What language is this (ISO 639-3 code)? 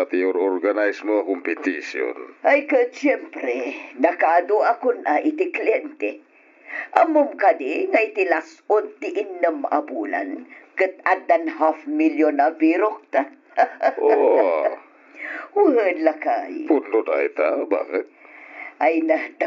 ilo